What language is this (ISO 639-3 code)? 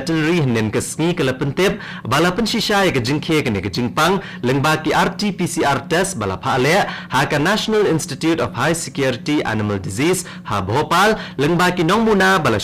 kha